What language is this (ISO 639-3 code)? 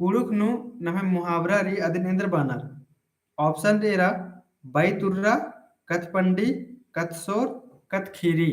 kru